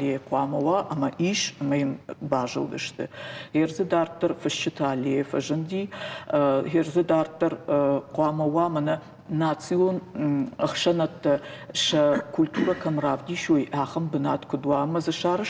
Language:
Ossetic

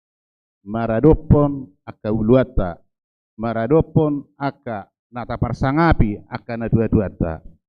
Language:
Batak Toba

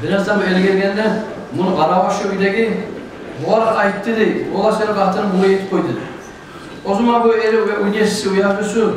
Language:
Kumyk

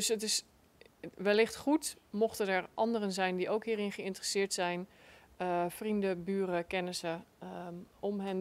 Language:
Dutch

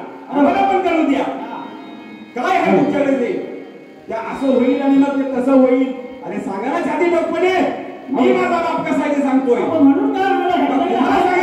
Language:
Marathi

